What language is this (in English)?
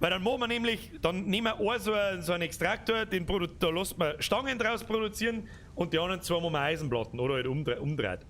Bavarian